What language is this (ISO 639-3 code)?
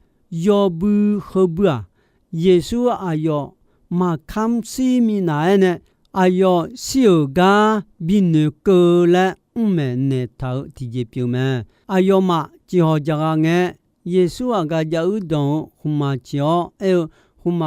ahk